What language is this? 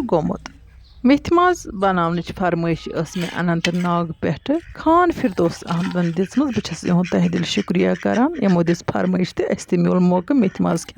Kashmiri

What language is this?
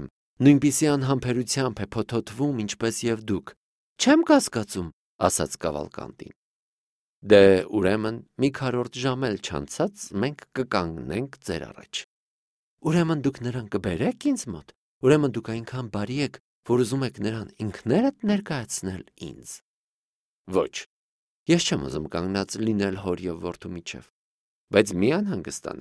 Armenian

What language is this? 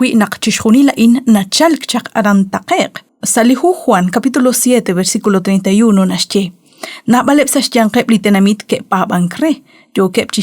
Kekchí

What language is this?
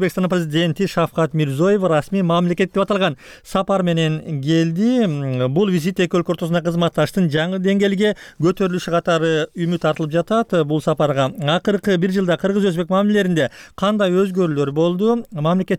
Kyrgyz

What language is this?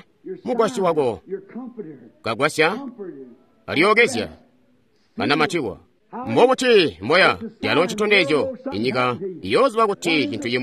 Tonga (Zambia)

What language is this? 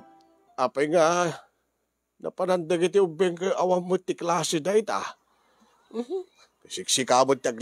Iloko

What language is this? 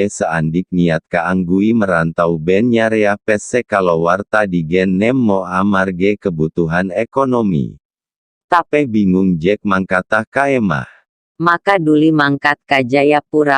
Madurese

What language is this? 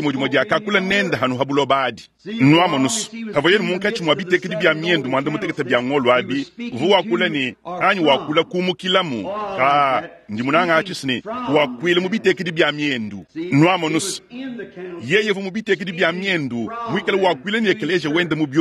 Luba-Lulua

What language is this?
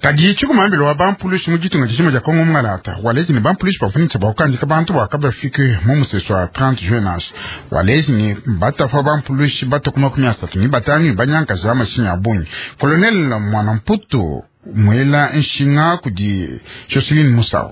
Luba-Lulua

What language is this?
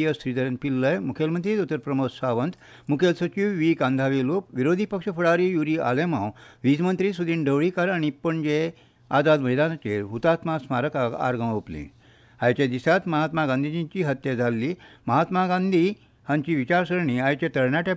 Konkani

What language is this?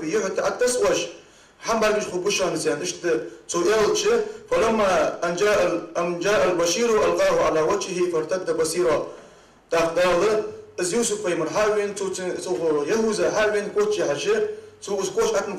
Ingush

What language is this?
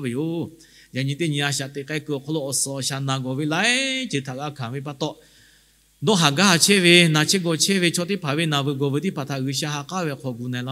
Lahu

